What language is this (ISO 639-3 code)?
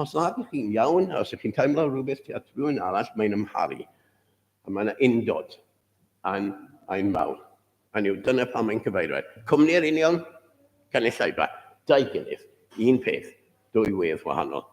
cym